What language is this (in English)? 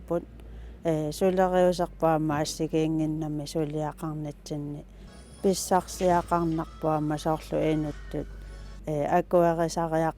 Kalaallisut